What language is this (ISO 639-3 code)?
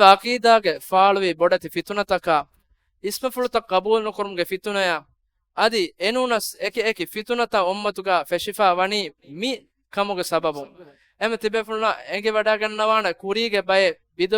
div